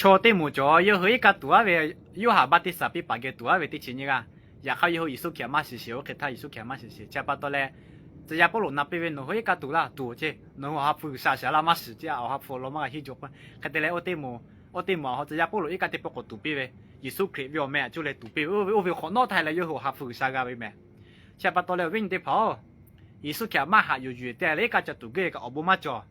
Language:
Lahu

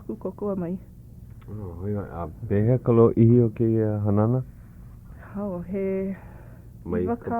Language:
Hawaiian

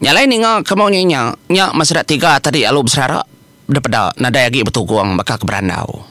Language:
Iban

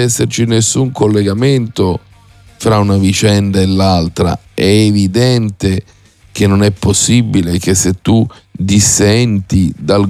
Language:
Italian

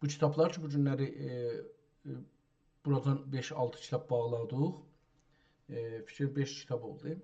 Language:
South Azerbaijani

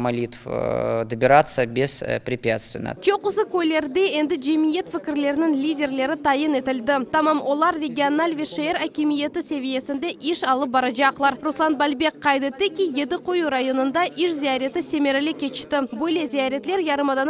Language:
Crimean Tatar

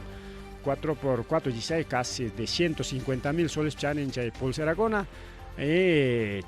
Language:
Ayacucho Quechua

